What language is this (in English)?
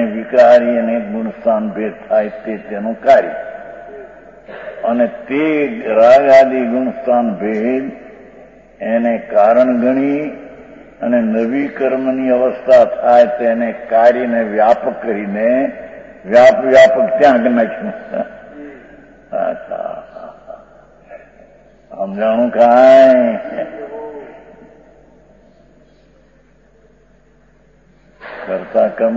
Gujarati